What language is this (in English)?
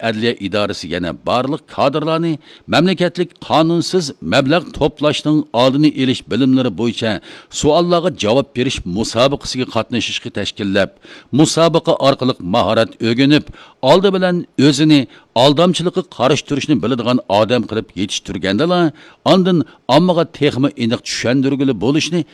Uyghur